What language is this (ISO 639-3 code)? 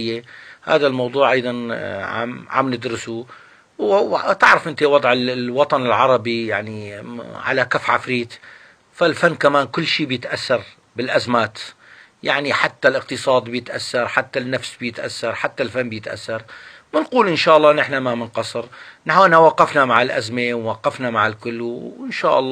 apc